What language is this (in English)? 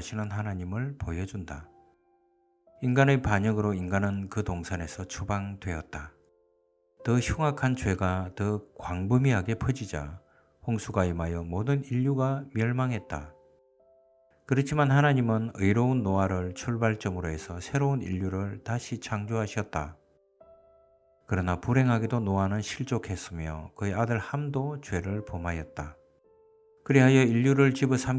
Korean